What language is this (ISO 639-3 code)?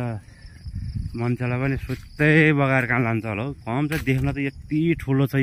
nep